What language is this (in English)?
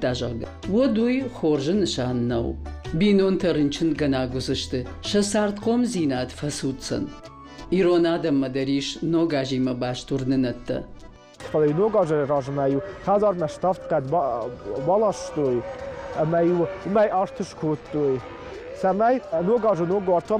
Ossetic